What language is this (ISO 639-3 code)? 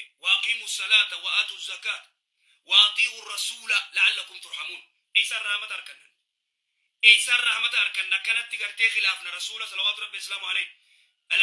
orm